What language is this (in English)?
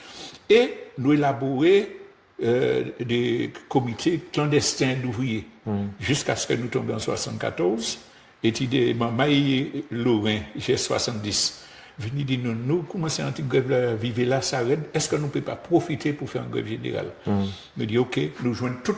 Guadeloupean Creole French